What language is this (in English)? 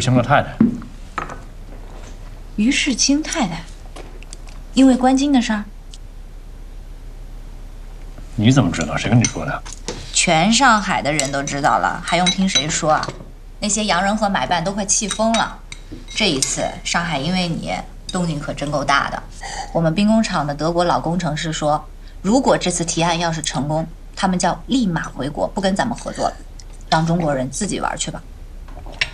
Chinese